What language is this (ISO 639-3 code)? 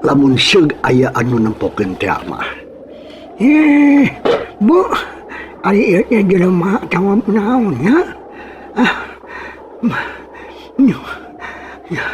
sun